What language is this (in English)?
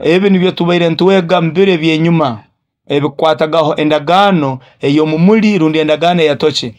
Nyoro